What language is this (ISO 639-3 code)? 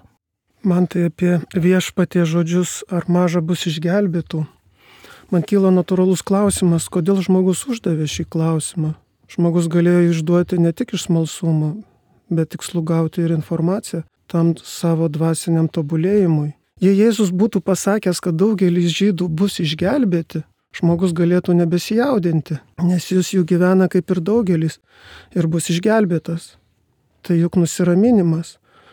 lit